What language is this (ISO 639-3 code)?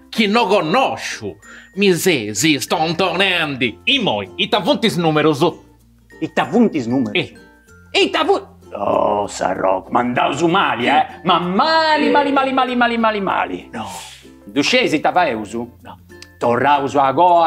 srd